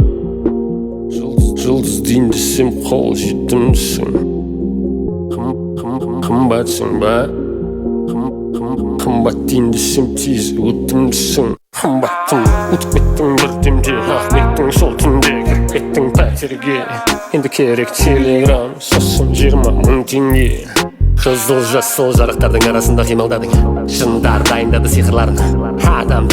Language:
Kazakh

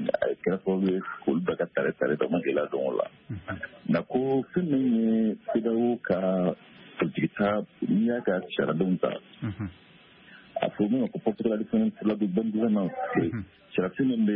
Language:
Bambara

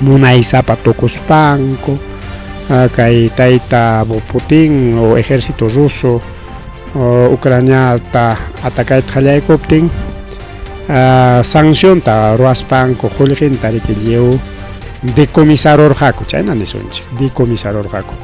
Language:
Ayacucho Quechua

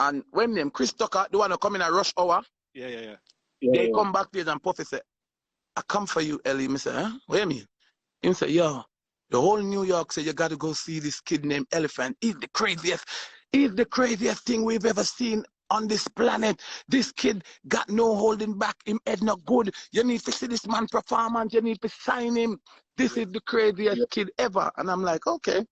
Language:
Jamaican Creole English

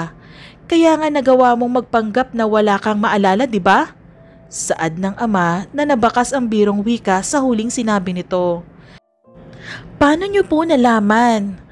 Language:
Filipino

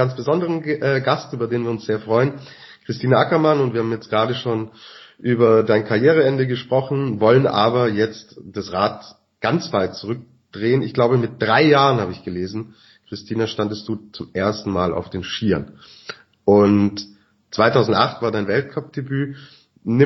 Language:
German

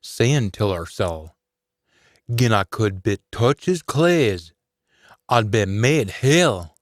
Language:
Scots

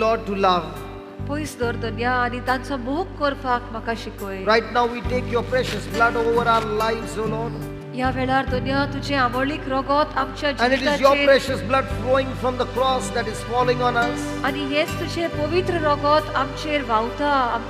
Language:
Konkani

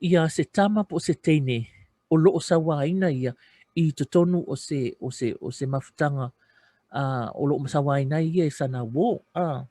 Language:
Samoan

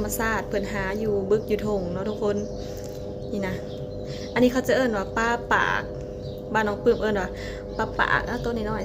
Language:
Lao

